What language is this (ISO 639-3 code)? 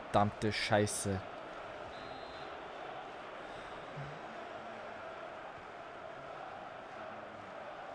deu